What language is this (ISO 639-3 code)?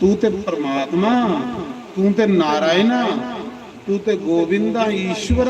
doi